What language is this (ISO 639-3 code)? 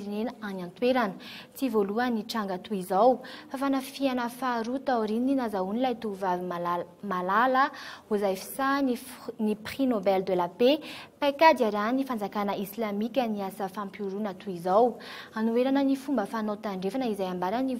mlg